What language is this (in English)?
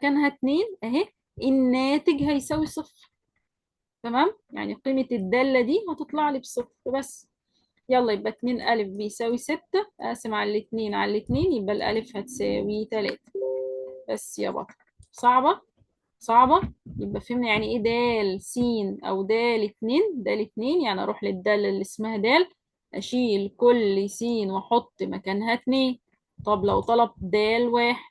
Egyptian Arabic